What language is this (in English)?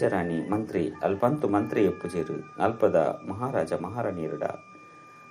Tulu